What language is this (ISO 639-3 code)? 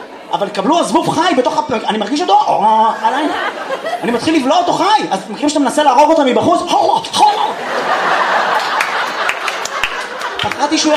heb